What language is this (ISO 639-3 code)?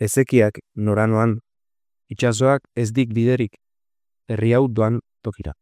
eus